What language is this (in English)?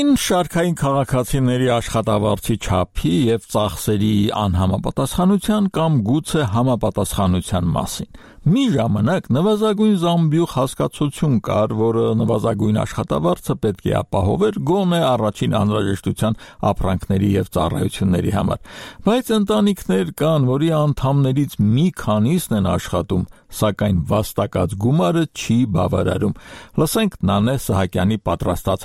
Armenian